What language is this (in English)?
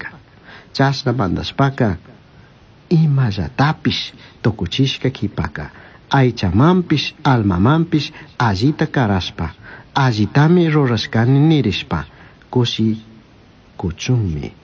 Chimborazo Highland Quichua